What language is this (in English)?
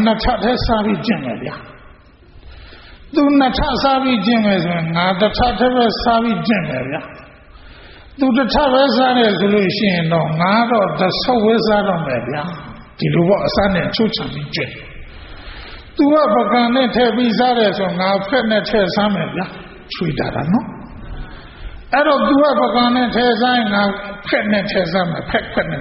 Burmese